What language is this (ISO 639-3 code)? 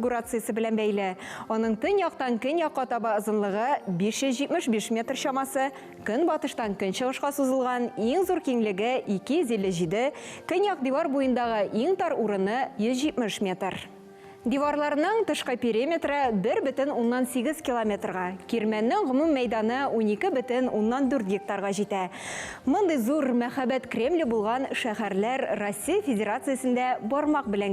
tat